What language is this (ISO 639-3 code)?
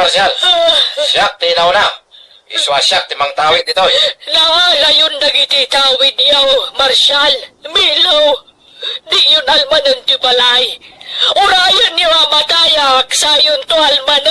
ilo